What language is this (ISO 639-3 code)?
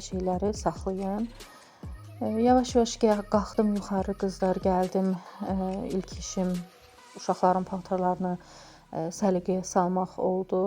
aze